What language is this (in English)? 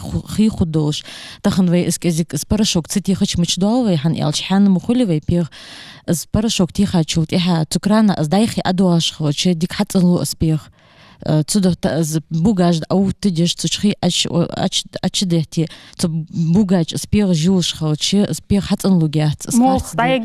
Ingush